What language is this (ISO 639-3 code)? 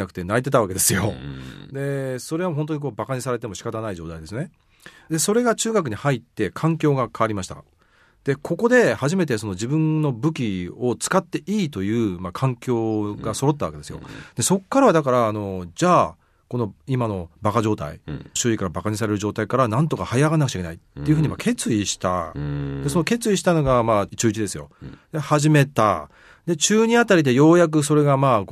jpn